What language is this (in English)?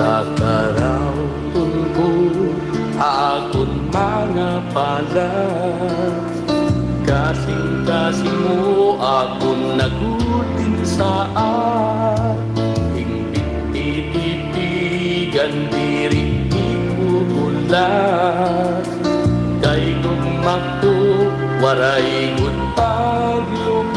Waray